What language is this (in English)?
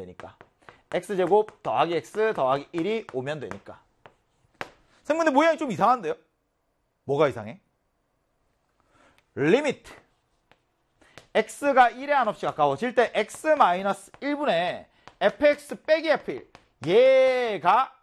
Korean